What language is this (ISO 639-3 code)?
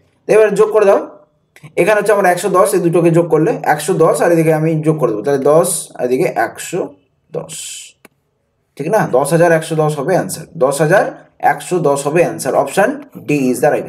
ben